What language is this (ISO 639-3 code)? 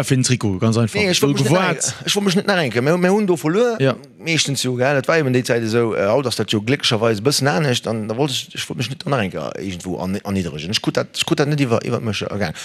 ltz